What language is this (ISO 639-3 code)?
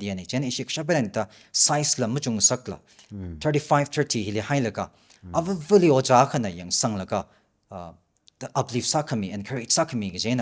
nmf